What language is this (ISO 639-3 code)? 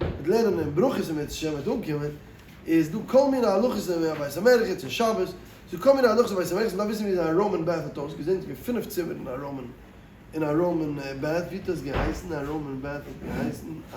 yid